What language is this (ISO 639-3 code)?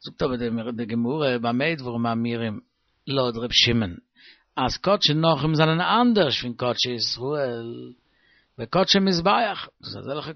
yid